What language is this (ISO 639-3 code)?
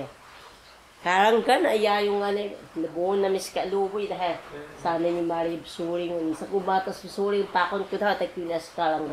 trv